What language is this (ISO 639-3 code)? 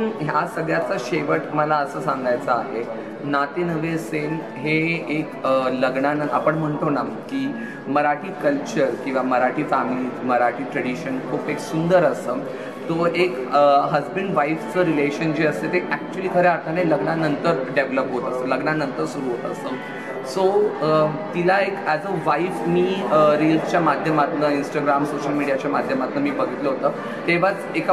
mar